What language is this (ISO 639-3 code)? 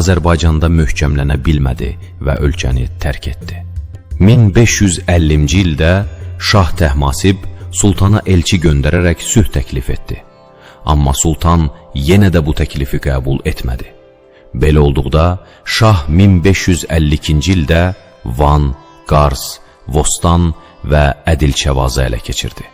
aze